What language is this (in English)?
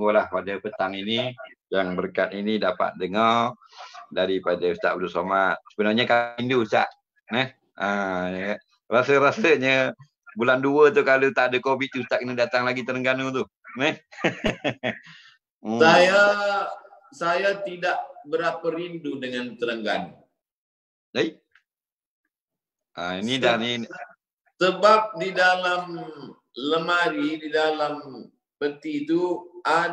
Malay